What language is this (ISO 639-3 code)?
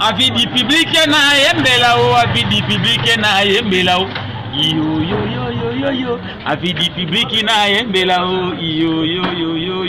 lin